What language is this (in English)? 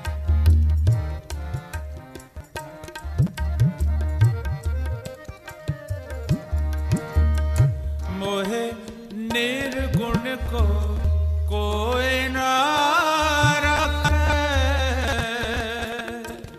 Punjabi